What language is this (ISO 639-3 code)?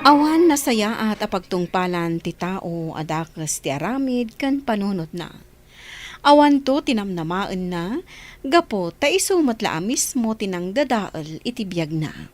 ilo